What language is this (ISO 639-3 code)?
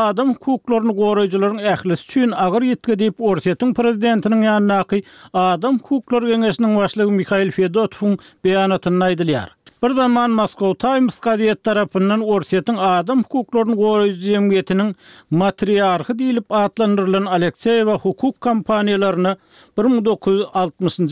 tuk